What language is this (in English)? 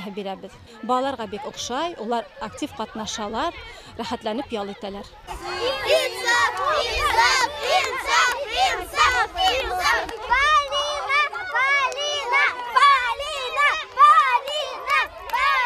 Bashkir